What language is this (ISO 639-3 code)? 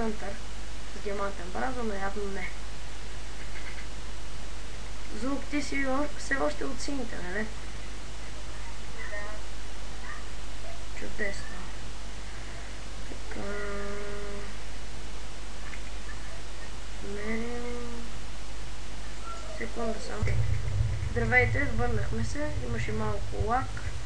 bul